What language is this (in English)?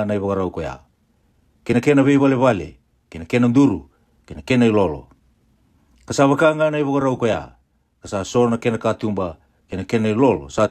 Fijian